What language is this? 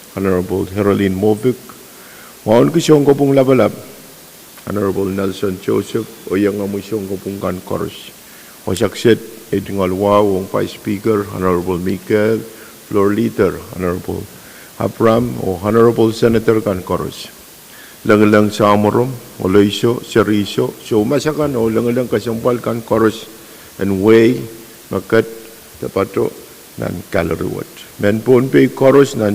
Pohnpeian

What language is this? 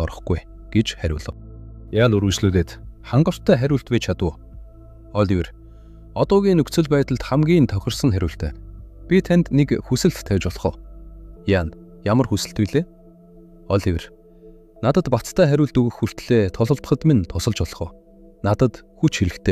Mongolian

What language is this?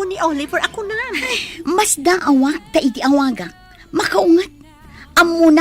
Iloko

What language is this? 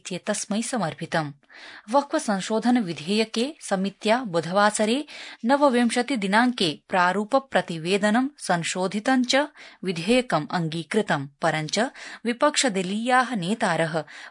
Sanskrit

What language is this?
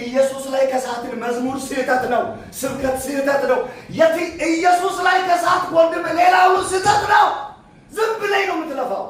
Amharic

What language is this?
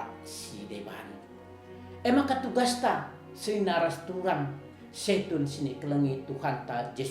Batak Karo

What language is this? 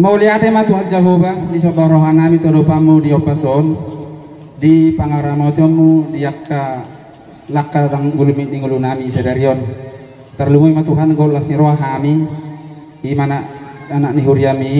Batak Toba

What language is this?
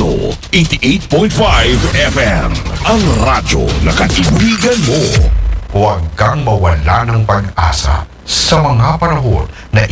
Filipino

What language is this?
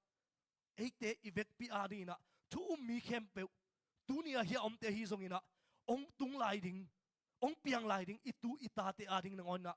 Tedim Chin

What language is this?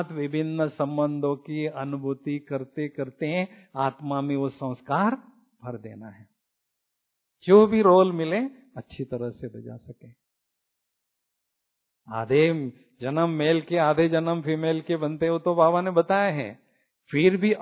Hindi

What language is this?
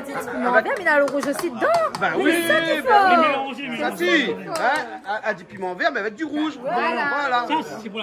Réunion Creole French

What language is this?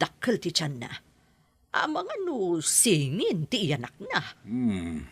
Iloko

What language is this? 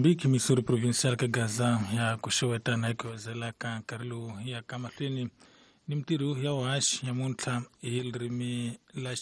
Tsonga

